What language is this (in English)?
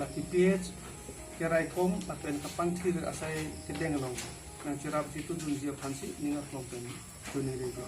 Karbi